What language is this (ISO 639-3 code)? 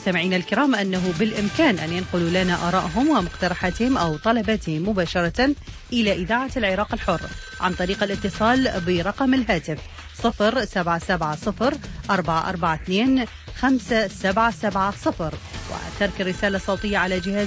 ara